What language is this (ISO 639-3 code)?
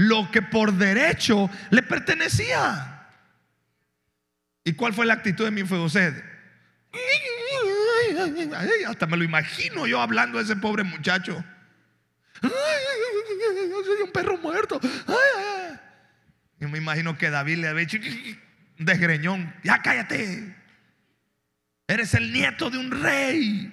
spa